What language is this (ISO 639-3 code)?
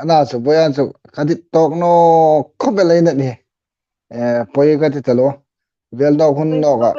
hmr